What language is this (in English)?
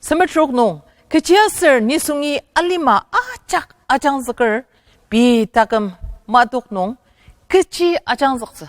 Ao Naga